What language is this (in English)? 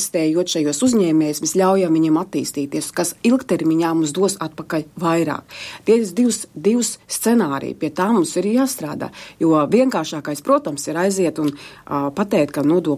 Latvian